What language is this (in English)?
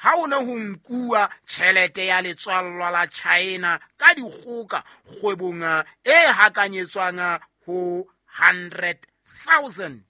Southern Sotho